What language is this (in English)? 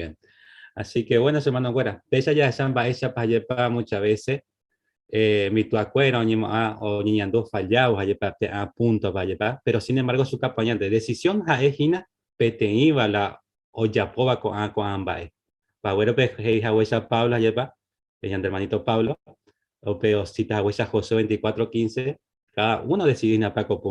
Guarani